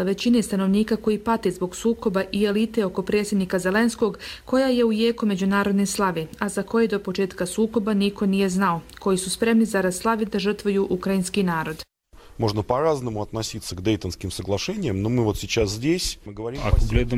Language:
Croatian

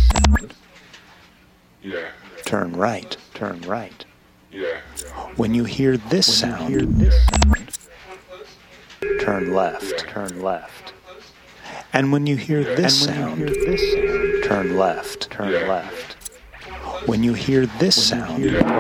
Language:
English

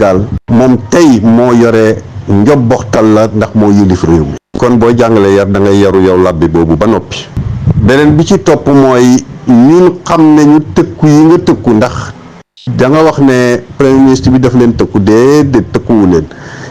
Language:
Wolof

